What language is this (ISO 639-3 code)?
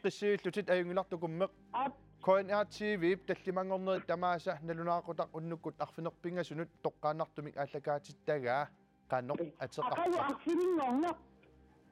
kal